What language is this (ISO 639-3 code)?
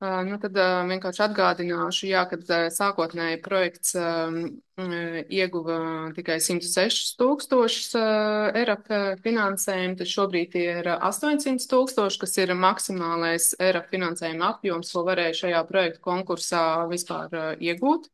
lav